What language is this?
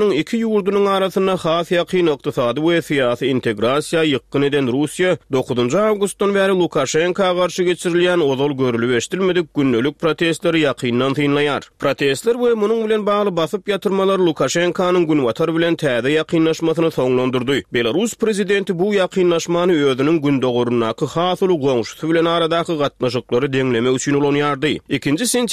Turkmen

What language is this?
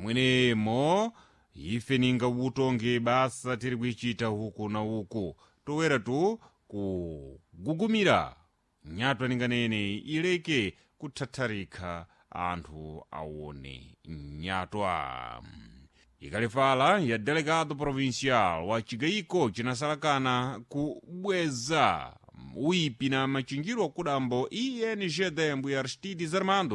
Sena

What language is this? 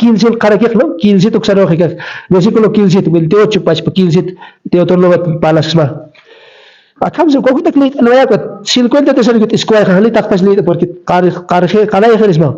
Aymara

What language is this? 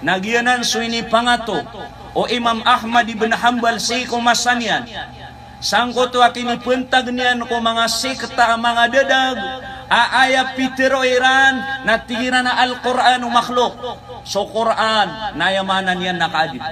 Maranao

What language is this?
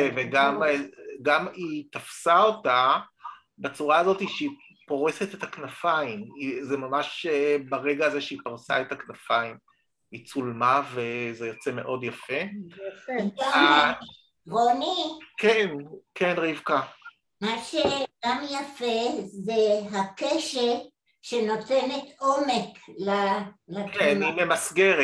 Hebrew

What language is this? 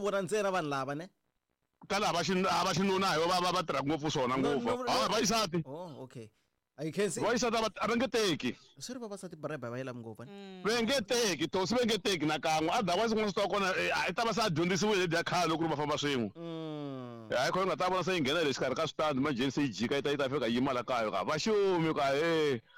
Tsonga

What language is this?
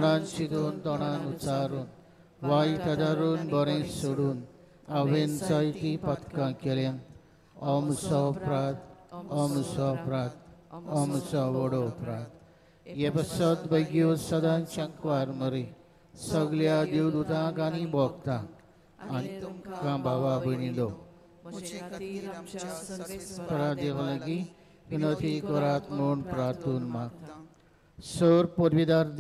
Konkani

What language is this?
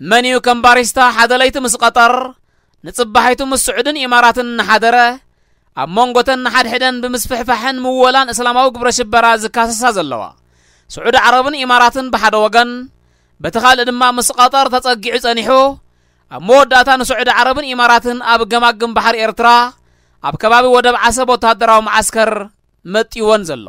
Tigrinya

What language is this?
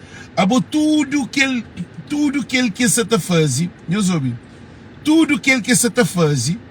Kabuverdianu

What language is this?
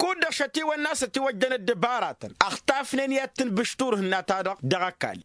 Tamasheq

